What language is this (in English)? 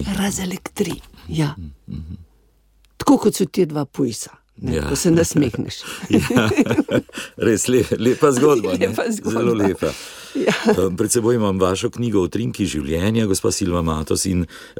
Slovenian